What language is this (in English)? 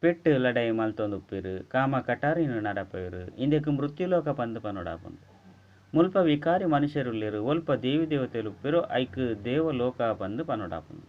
Tulu